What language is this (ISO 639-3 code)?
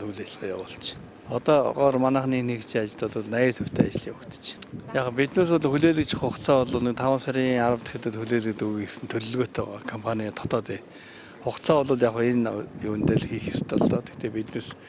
mon